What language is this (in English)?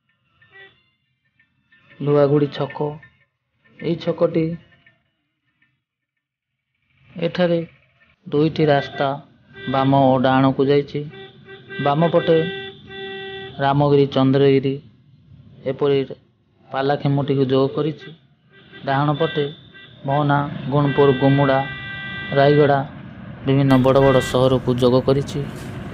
Odia